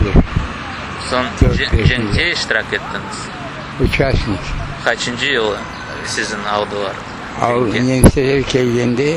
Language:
Crimean Tatar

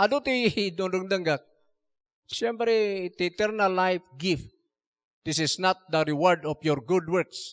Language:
Iloko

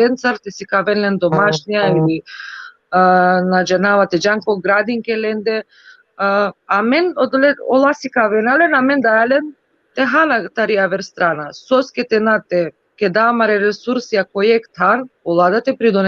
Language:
Balkan Romani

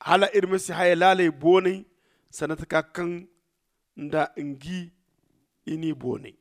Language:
Zarma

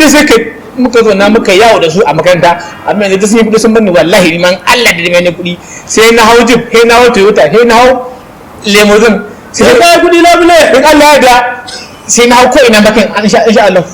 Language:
Hausa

